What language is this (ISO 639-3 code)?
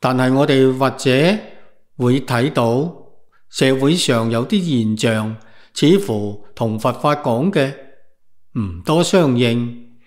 yue